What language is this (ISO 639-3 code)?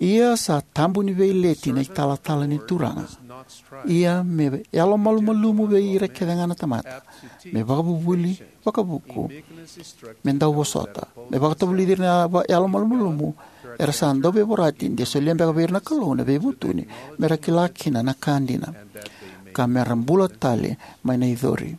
fij